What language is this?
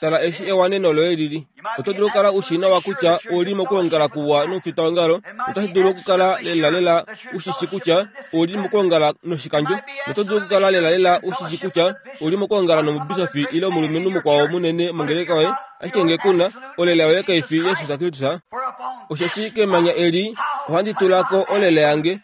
Kuanyama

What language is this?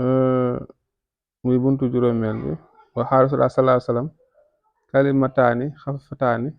Wolof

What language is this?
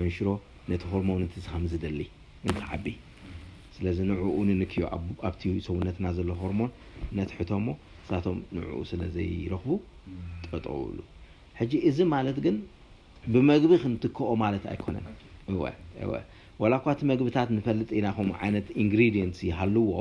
Tigrinya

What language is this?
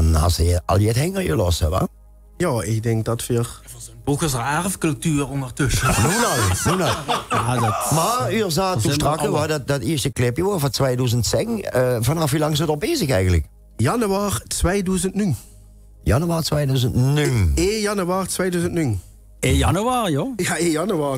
Limburgish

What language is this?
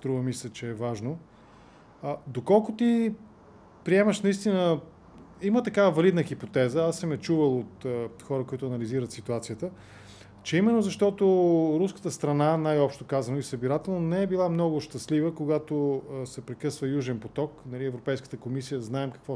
Bulgarian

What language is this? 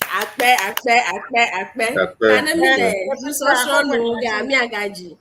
Ewe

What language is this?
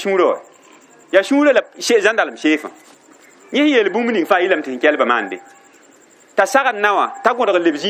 Mossi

